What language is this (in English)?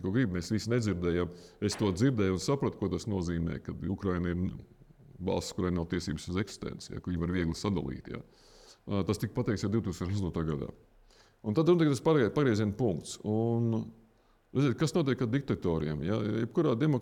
Latvian